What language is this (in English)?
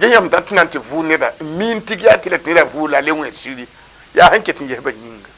Mossi